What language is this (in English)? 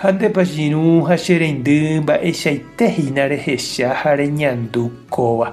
Guarani